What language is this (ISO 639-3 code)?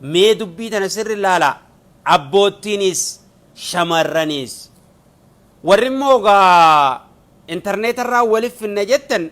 orm